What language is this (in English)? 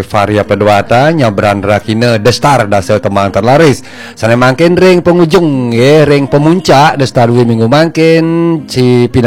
Balinese